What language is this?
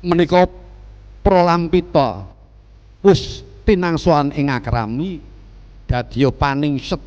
Javanese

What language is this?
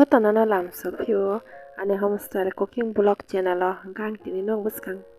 Kok Borok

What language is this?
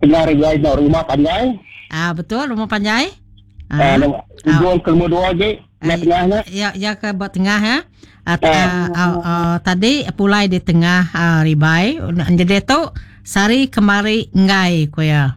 Iban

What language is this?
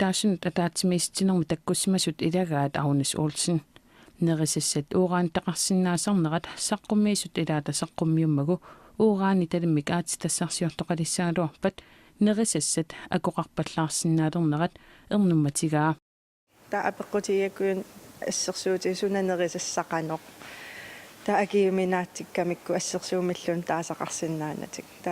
Kalaallisut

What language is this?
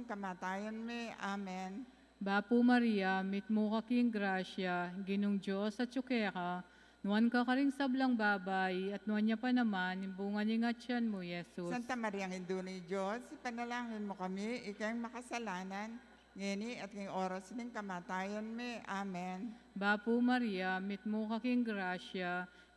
Pampanga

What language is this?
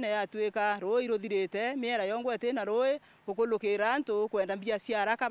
Meru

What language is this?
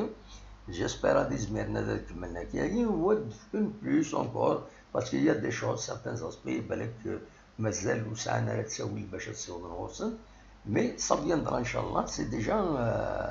Kabyle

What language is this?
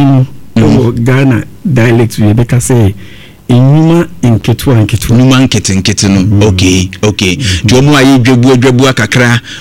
Akan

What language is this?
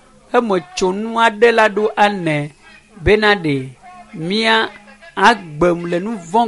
Ewe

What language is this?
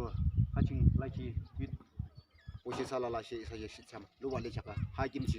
Yimchungru Naga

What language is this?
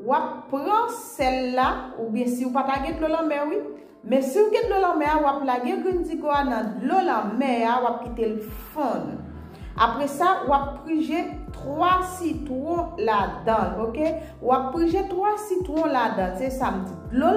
Haitian Creole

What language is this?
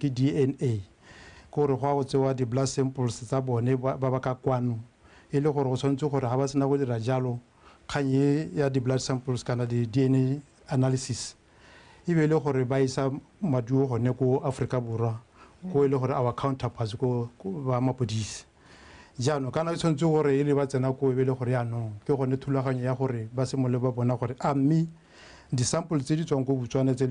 Tswana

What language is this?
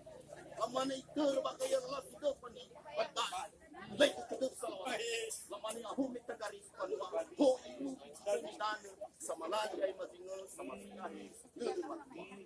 Nias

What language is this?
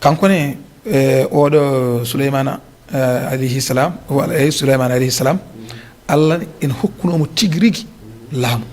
Fula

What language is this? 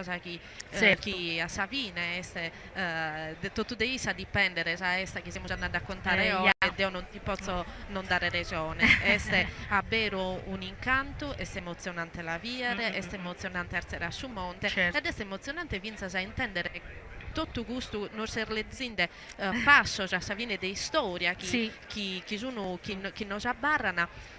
Sardinian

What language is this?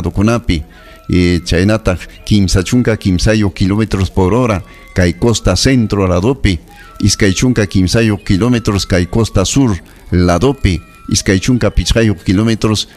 Ayacucho Quechua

